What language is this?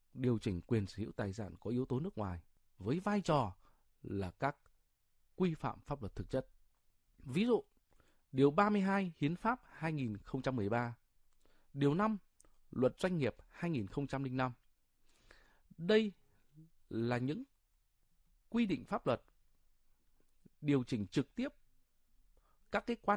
Vietnamese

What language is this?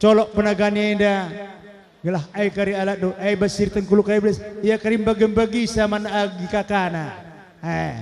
Batak Karo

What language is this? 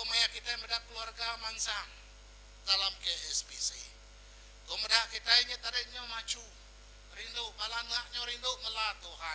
Iban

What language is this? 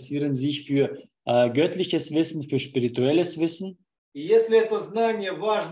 German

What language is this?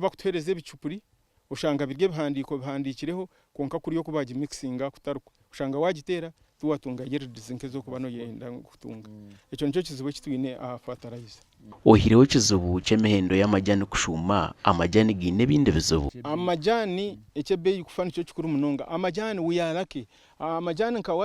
Nyankole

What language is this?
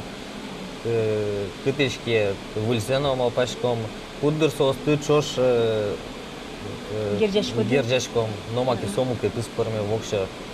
Udmurt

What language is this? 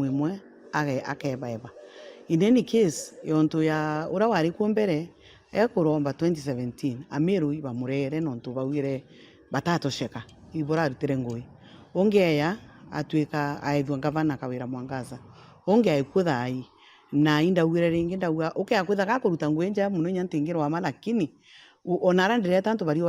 Meru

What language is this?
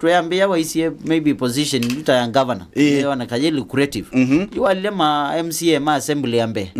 Kamba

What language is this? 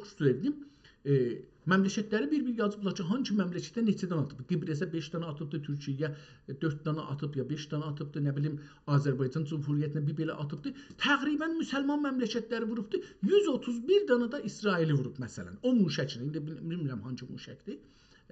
South Azerbaijani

